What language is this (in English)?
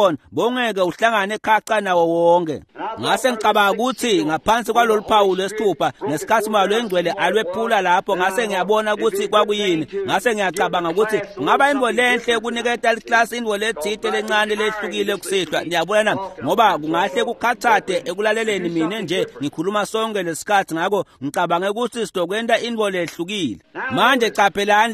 Swati